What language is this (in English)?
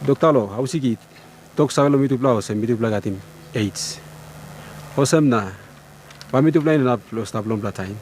Tok Pisin